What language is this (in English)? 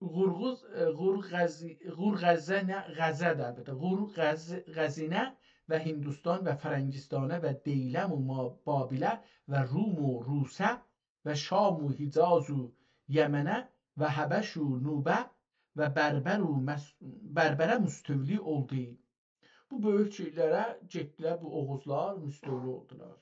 South Azerbaijani